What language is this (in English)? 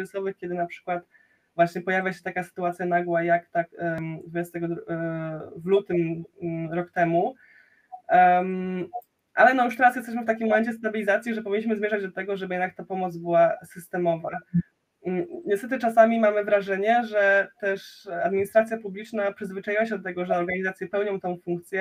Polish